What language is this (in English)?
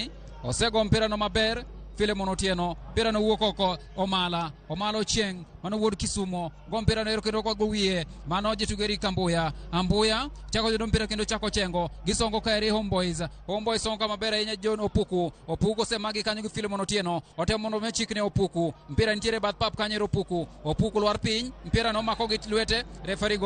Luo (Kenya and Tanzania)